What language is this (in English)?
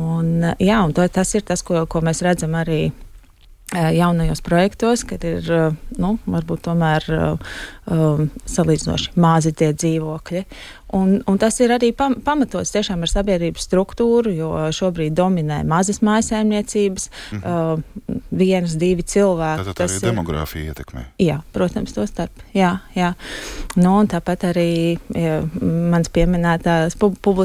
Latvian